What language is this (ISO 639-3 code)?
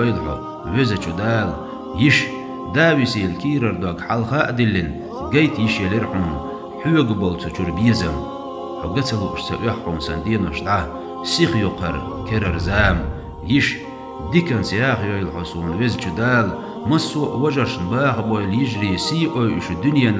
che